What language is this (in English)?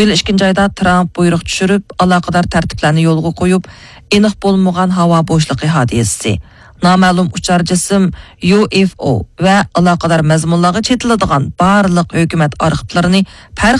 Uyghur